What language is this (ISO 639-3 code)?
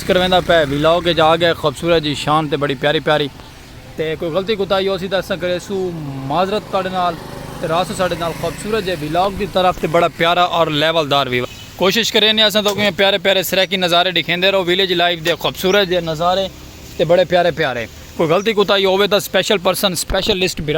skr